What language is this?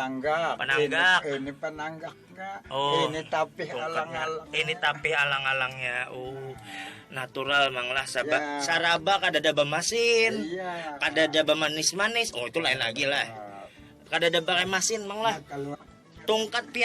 Banjar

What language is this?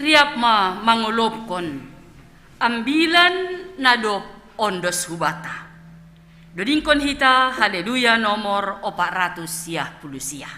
Batak Simalungun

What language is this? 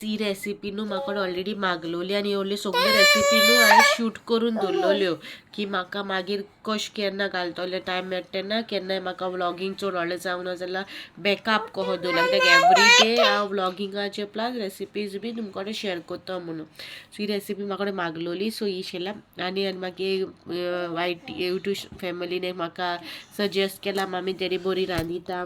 Konkani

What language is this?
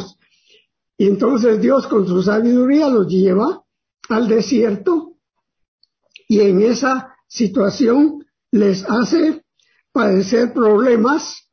Spanish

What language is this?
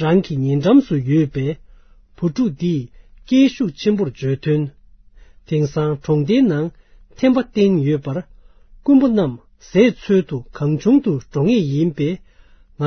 Tibetan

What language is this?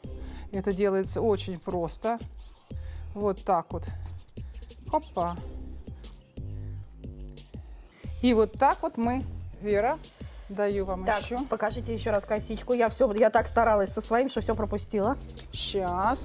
Russian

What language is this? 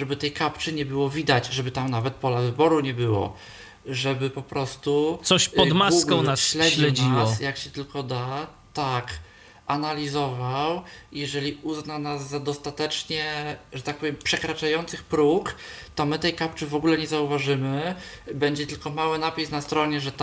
Polish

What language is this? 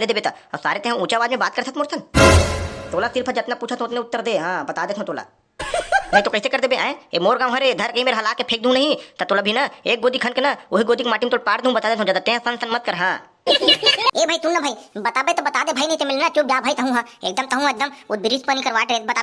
Chhattisgarhi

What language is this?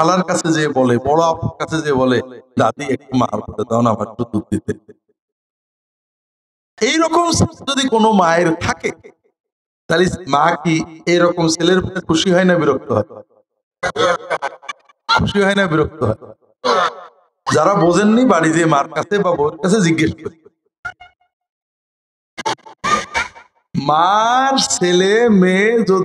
Bangla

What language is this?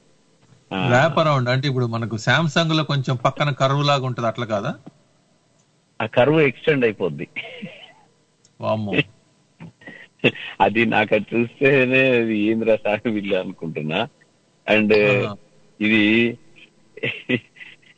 Telugu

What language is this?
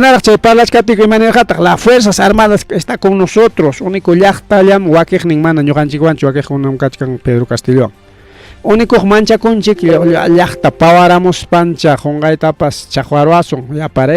Ayacucho Quechua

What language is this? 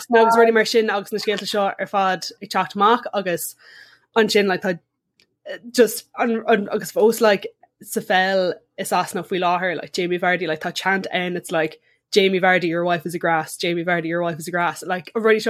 Irish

